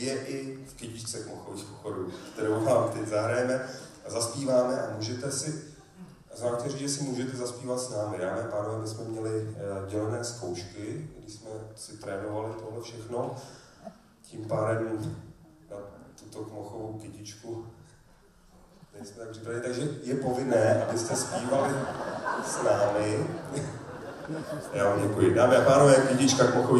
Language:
Czech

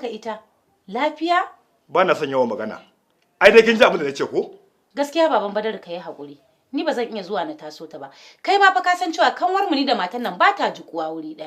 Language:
Hausa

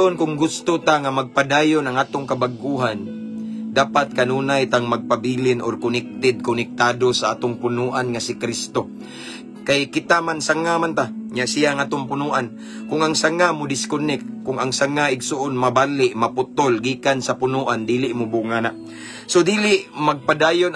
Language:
Cebuano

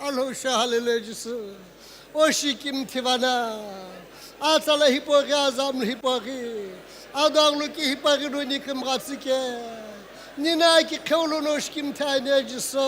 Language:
Sumi Naga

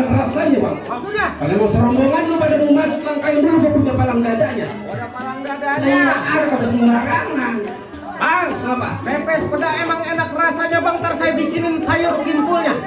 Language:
Betawi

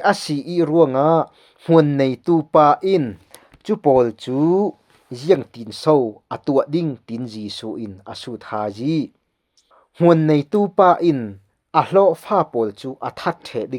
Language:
Falam Chin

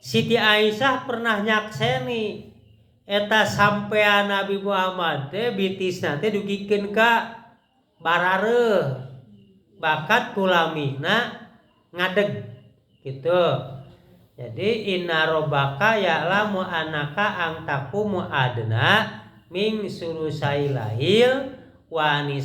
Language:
Sundanese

